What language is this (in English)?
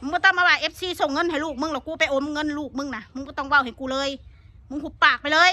Northeastern Thai